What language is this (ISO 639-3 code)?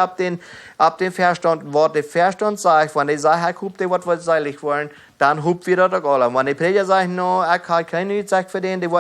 pdt